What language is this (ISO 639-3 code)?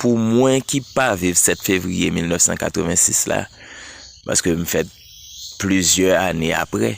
hat